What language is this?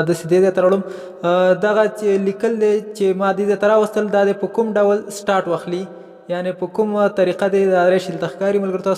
Pashto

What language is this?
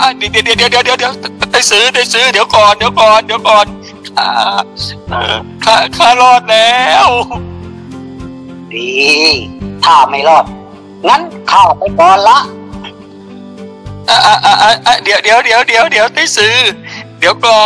Thai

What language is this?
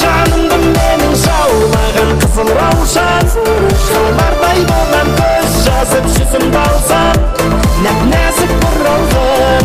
Kara-Kalpak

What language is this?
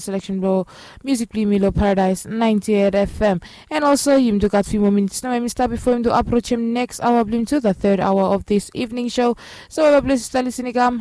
Bislama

